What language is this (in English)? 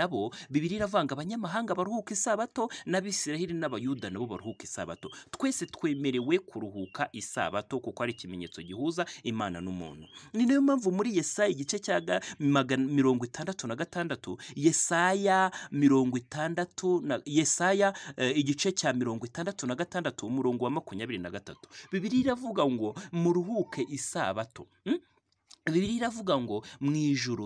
Kinyarwanda